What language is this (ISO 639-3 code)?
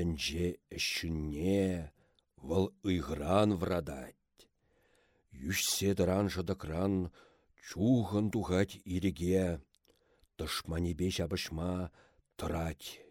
chv